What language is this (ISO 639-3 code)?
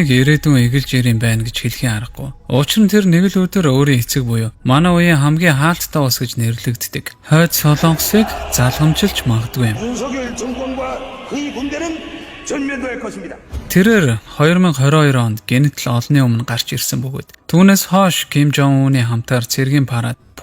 mon